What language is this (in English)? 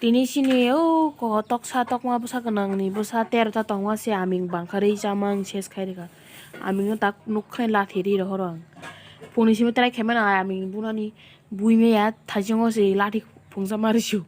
Kok Borok